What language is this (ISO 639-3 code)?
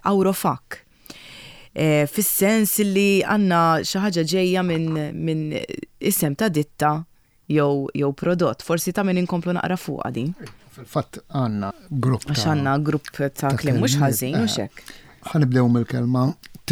mlt